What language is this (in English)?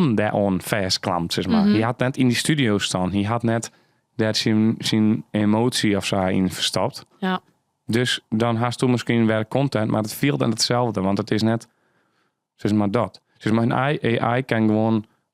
Western Frisian